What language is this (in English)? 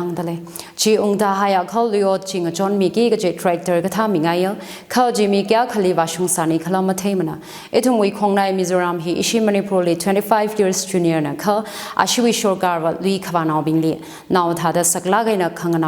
Tangkhul Naga (India)